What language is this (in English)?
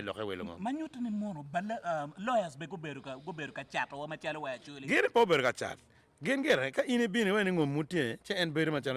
Acoli